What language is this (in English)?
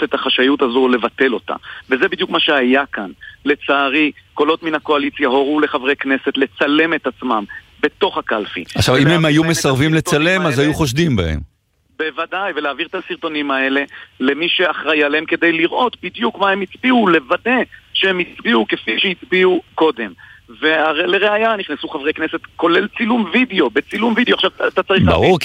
Hebrew